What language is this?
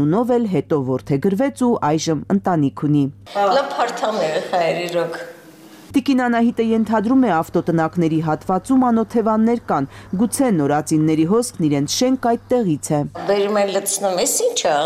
Armenian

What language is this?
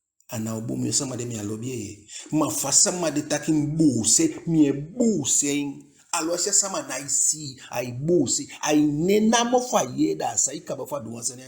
Eastern Maroon Creole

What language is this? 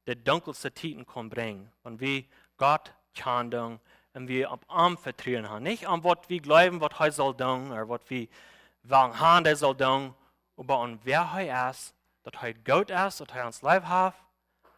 Plautdietsch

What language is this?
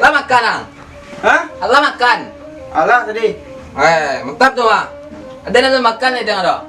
Minangkabau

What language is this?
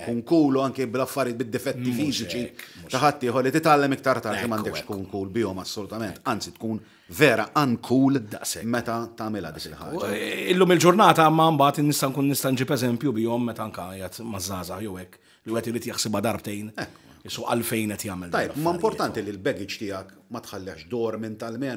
Maltese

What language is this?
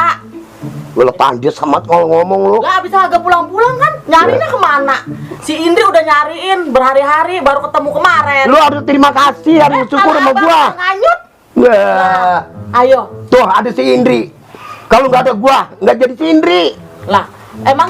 Betawi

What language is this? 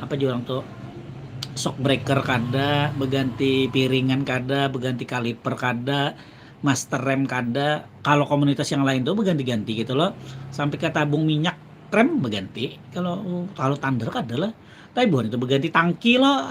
Banjar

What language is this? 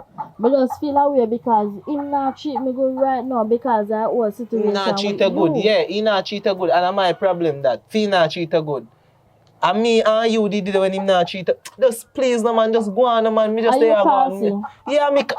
Jamaican Creole English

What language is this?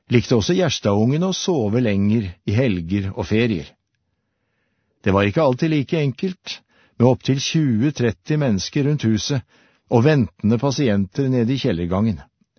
Norwegian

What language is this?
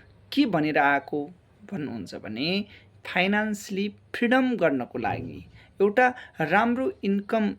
Nepali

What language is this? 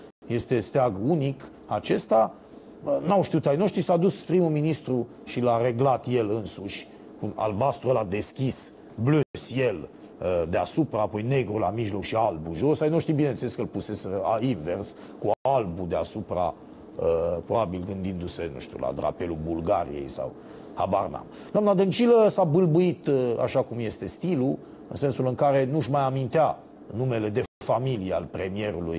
Romanian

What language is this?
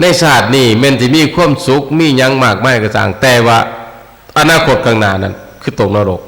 Northeastern Thai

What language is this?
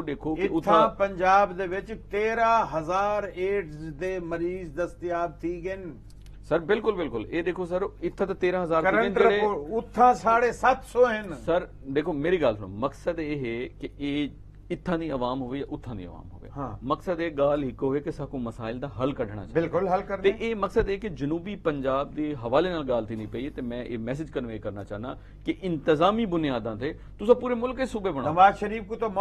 Saraiki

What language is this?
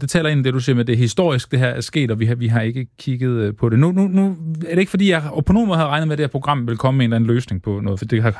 Danish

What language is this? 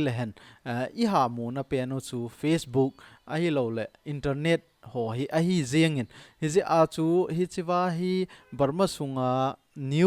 Thado Chin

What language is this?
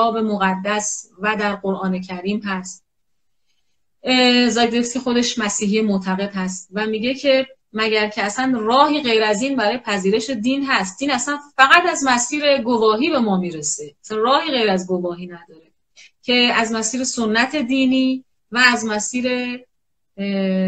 Persian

